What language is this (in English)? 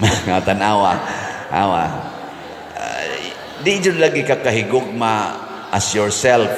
Cebuano